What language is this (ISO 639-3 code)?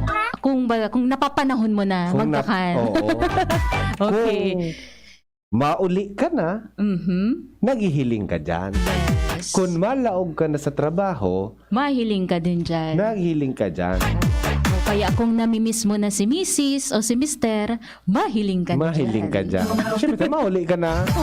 bik